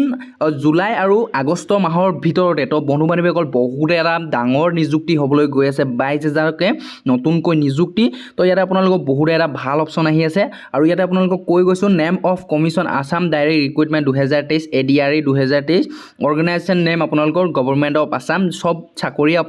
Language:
Assamese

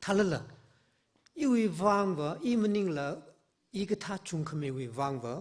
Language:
Tangkhul Naga (India)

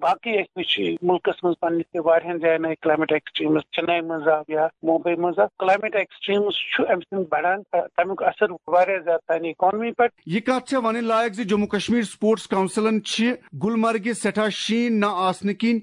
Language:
Kashmiri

